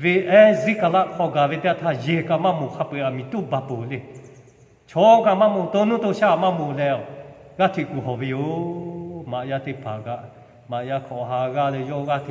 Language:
Lahu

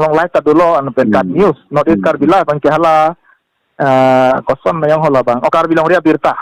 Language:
Karbi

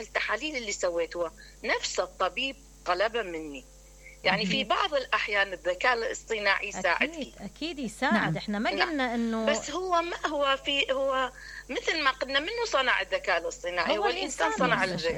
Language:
Mesopotamian Arabic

